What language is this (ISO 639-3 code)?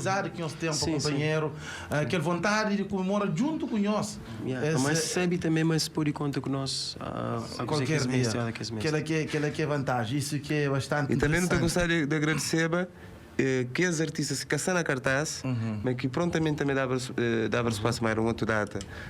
kea